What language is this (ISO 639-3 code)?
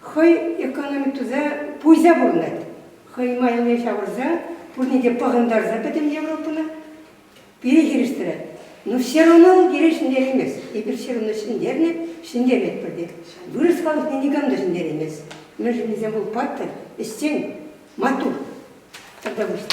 chv